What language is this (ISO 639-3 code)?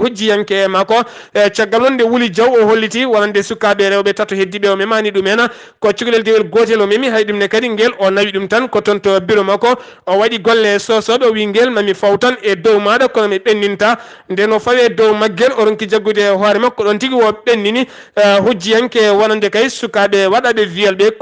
ful